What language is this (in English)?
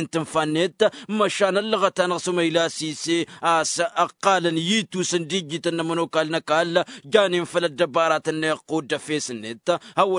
Tamasheq